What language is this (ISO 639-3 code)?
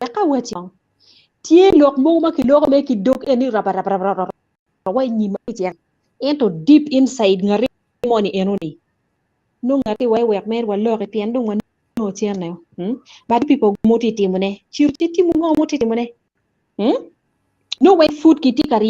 ach